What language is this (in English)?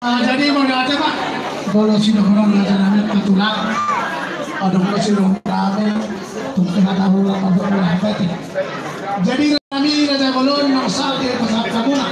Batak Toba